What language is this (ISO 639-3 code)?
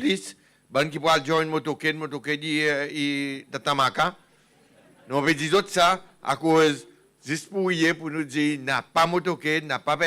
crs